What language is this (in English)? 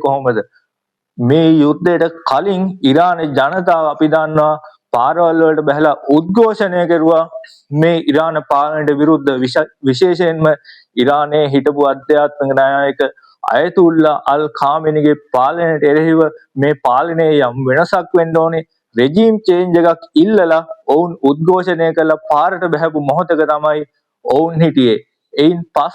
Sinhala